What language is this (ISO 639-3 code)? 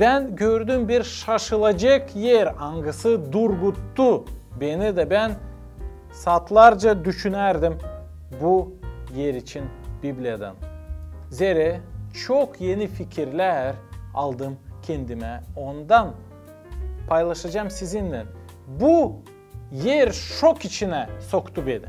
gag